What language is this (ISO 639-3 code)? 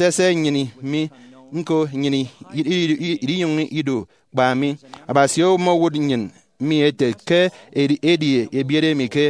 efi